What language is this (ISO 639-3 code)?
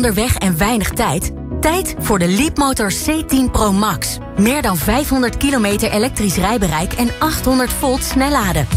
nld